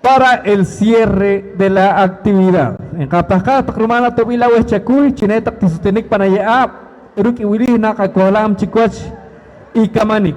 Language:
Poqomchi'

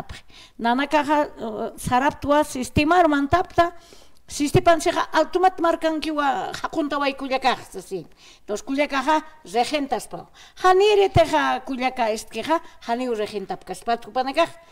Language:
Aymara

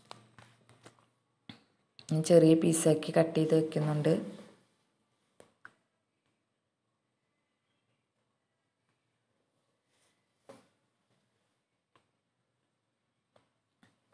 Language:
Malayalam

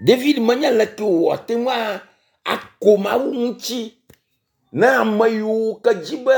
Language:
Ewe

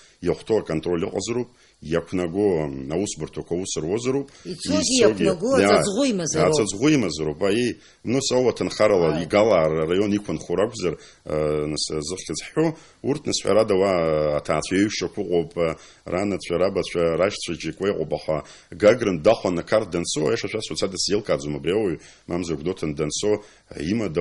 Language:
Abkhazian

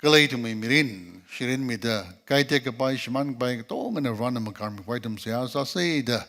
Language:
Tangkhul Naga (India)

